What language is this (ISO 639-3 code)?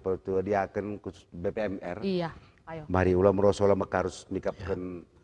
btx